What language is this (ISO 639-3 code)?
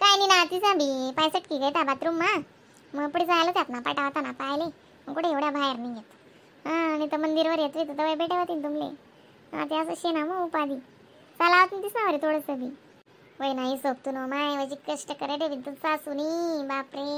khn